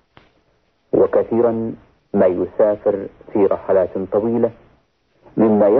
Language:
Arabic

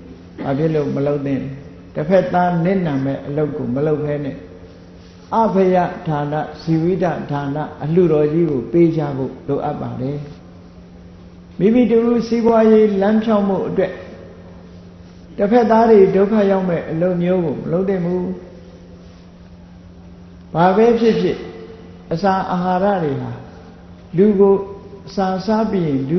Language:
Burmese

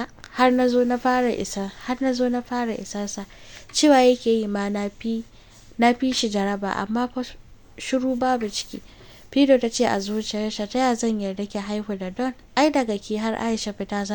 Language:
Hausa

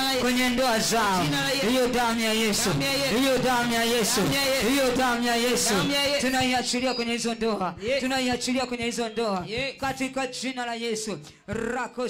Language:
Swahili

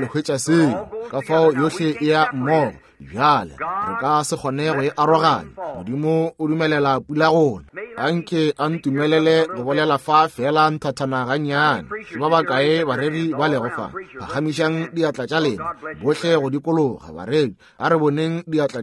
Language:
Northern Sotho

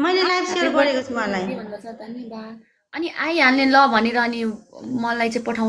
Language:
Nepali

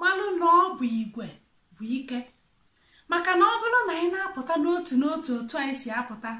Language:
Igbo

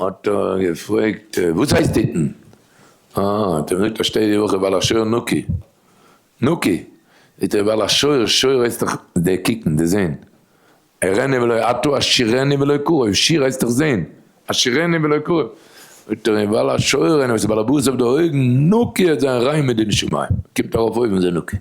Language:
Yiddish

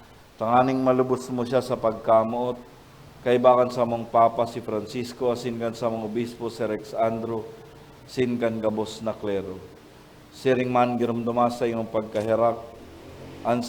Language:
Bikol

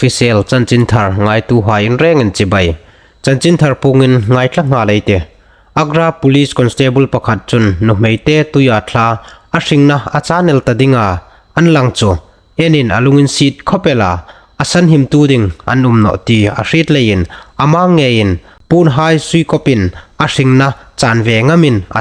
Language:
Hmar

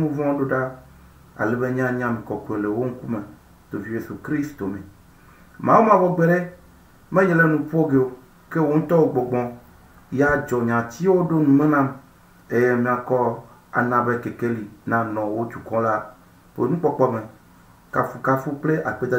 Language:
Ewe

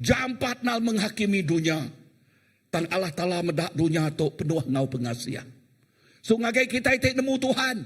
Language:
Iban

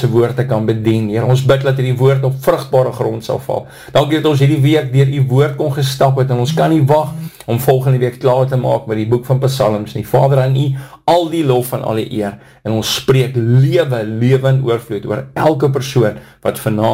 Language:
Afrikaans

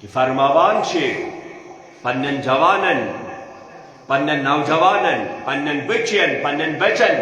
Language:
Kashmiri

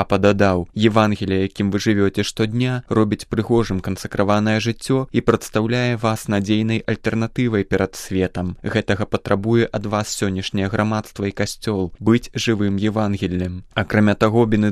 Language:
Belarusian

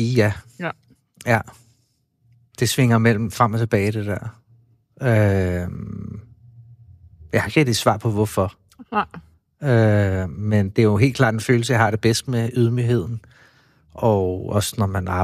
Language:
Danish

